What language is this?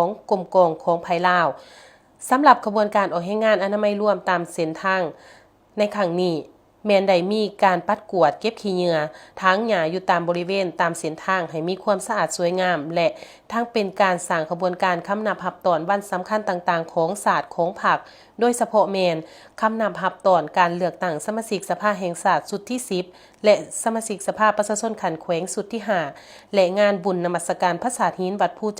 Lao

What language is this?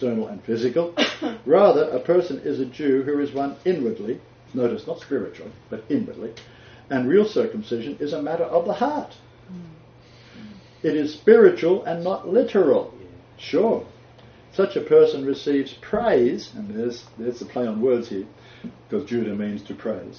English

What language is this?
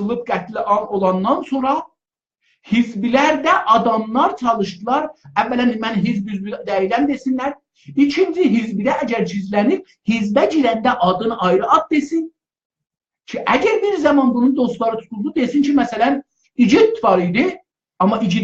South Azerbaijani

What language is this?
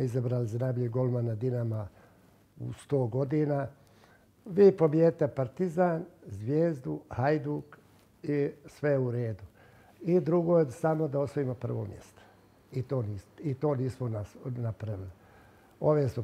Croatian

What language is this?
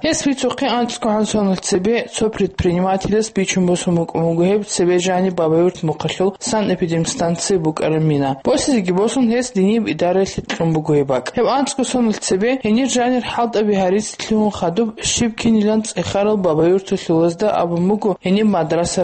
Avaric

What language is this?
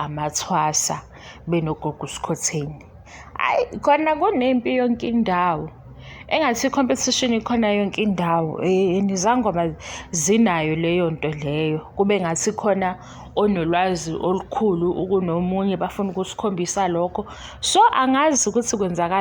Zulu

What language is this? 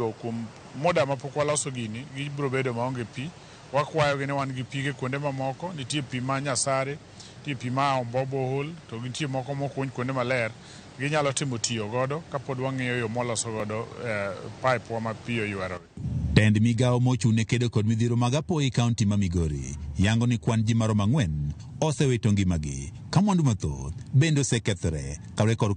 Luo (Kenya and Tanzania)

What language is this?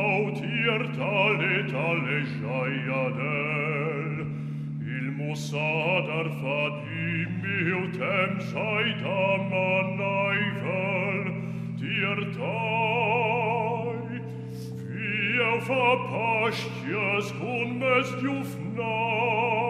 Romansh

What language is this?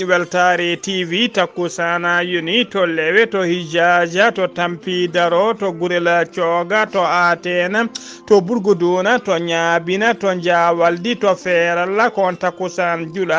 Fula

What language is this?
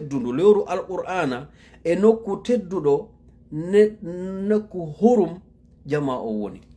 Fula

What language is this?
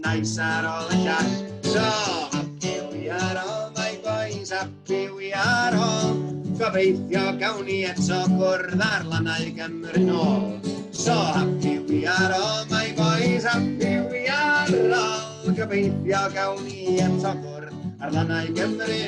Welsh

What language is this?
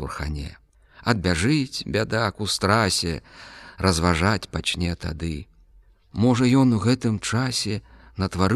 Belarusian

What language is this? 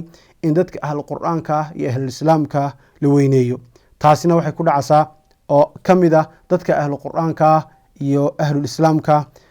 Somali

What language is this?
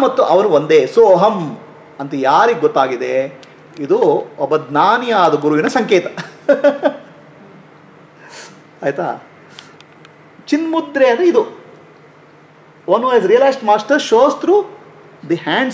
Kannada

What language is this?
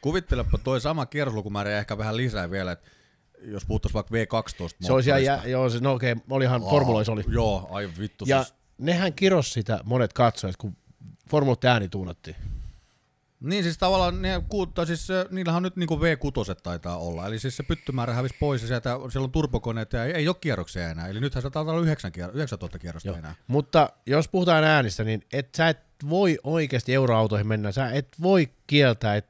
Finnish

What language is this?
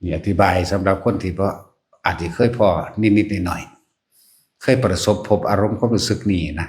Northeastern Thai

